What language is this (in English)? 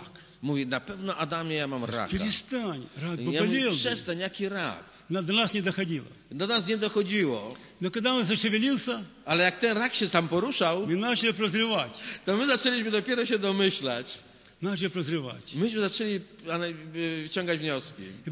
Polish